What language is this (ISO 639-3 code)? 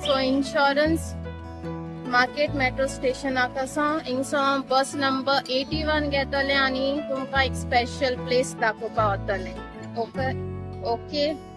kok